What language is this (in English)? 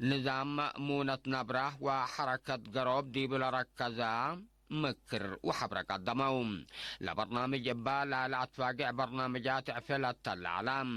Tigre